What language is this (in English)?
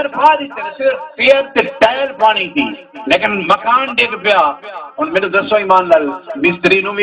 Saraiki